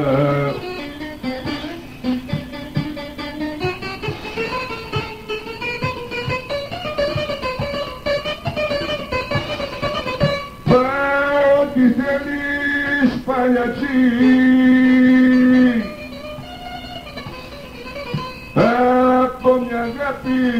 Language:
Greek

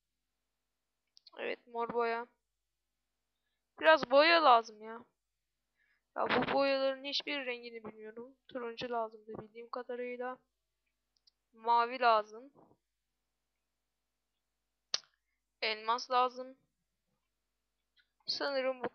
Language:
Turkish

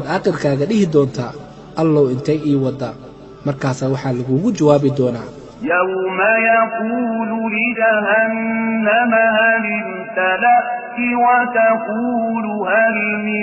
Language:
Somali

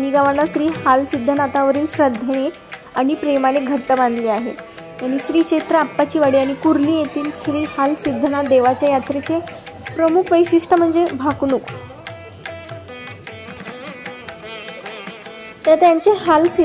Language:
Marathi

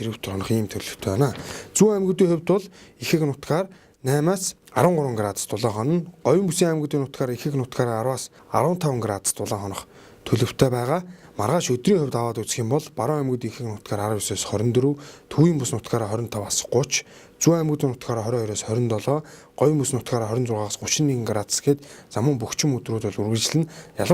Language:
Mongolian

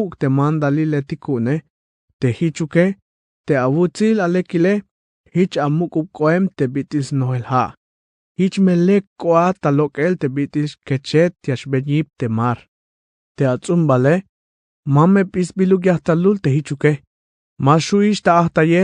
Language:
Tzeltal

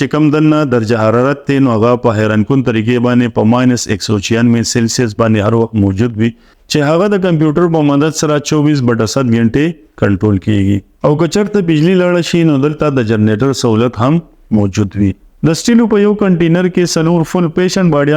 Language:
Pashto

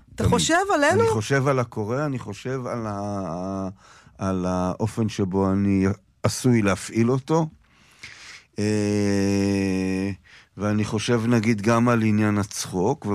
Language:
Hebrew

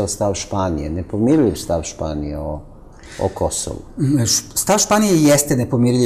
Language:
Serbian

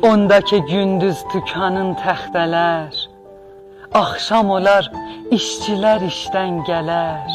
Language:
South Azerbaijani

